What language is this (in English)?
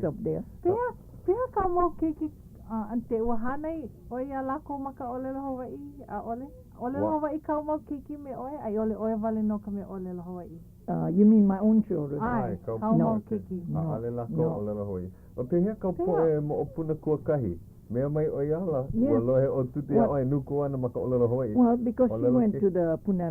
Hawaiian